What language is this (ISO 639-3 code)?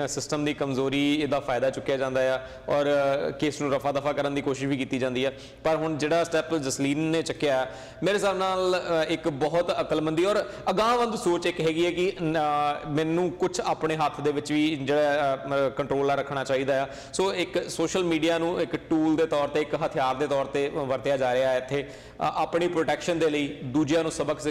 pan